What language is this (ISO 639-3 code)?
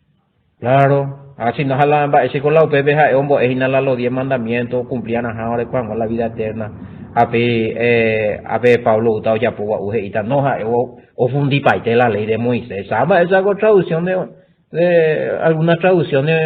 grn